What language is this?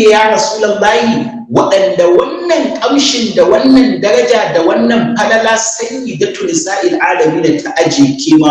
Hausa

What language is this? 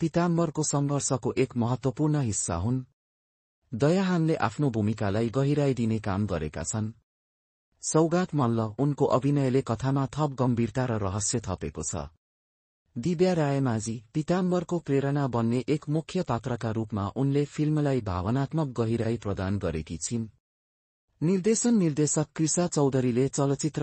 Nepali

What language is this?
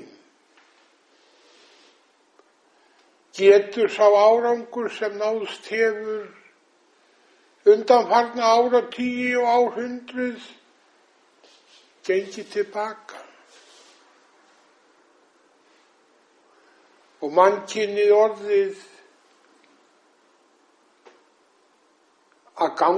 Icelandic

